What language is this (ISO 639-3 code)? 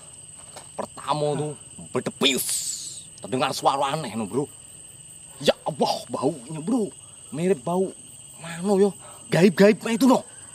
mui